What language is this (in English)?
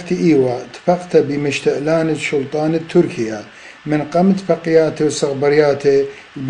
Assyrian Neo-Aramaic